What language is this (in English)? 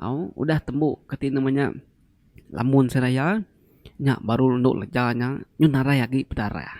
Iban